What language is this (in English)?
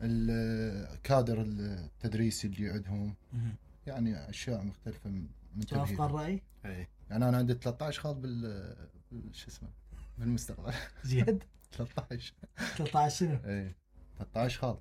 Mesopotamian Arabic